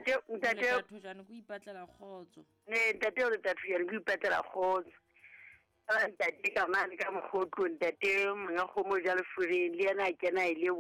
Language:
Southern Sotho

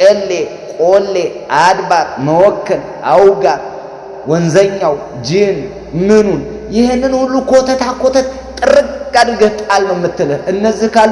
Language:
Amharic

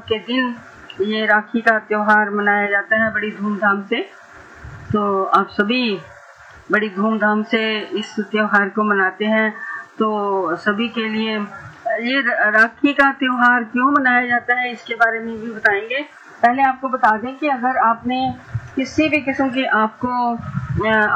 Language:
Hindi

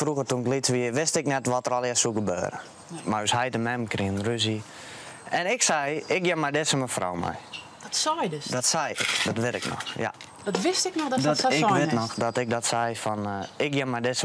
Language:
Western Frisian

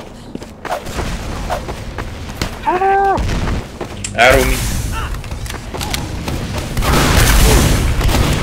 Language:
English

